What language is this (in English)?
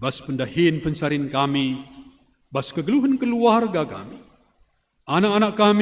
Batak Karo